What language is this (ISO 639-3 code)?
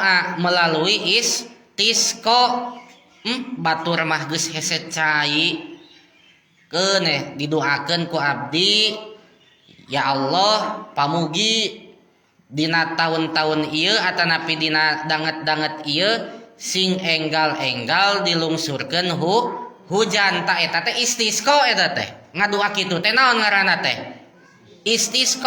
sun